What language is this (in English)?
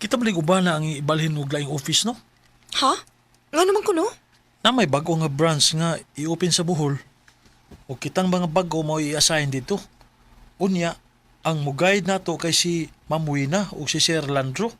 Cebuano